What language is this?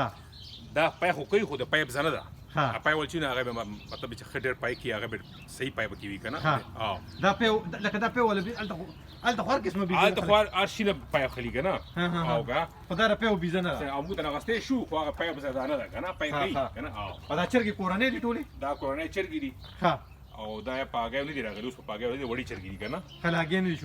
Pashto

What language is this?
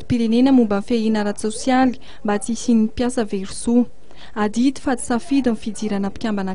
Malagasy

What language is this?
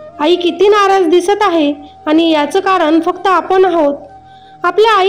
Marathi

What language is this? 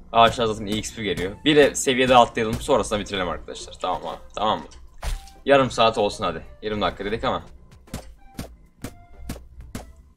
Turkish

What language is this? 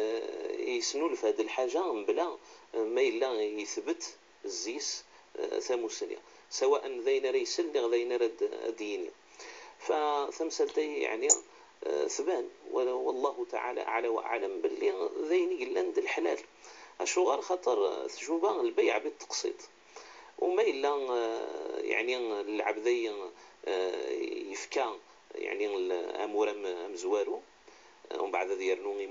Kabyle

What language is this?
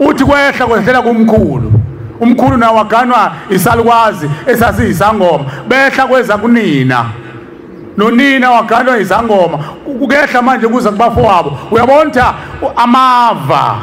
Zulu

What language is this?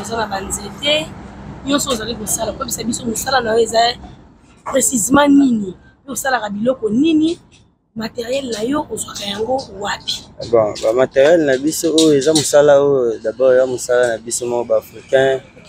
Lingala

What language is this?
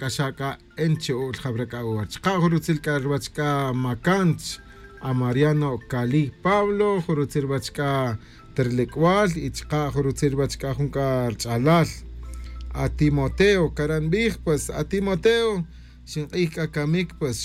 Kaqchikel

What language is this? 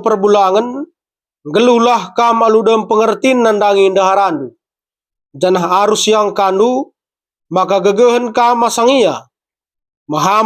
Batak Karo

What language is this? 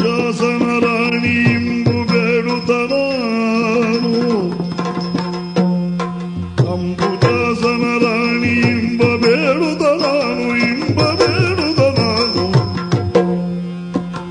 Kannada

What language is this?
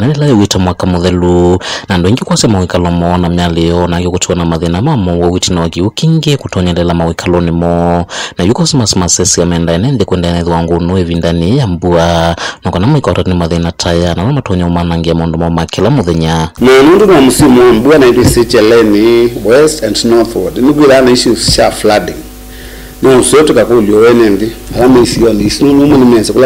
Kamba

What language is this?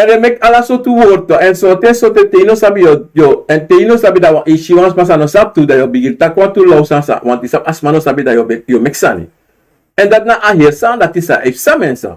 Sranan Tongo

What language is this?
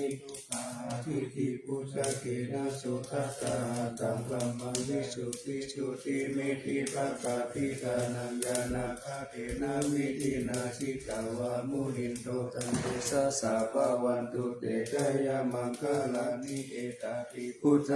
Pali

